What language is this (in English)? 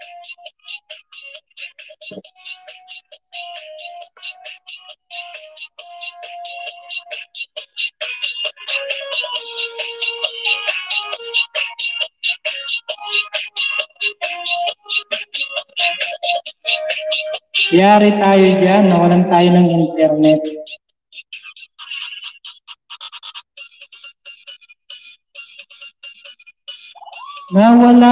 Filipino